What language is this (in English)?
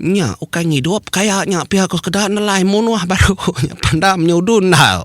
Iban